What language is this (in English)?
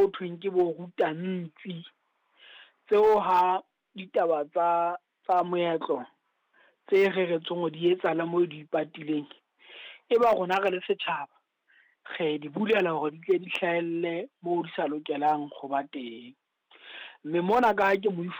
Southern Sotho